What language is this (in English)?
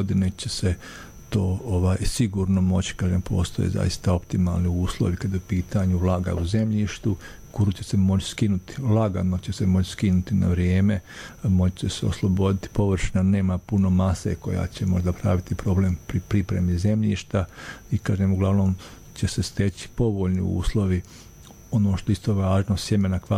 Bosnian